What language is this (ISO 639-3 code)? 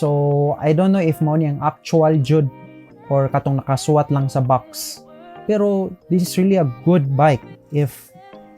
ceb